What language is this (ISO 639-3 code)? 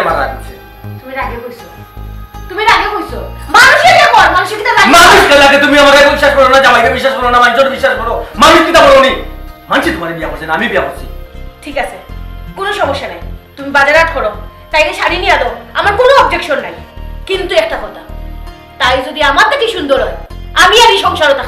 syl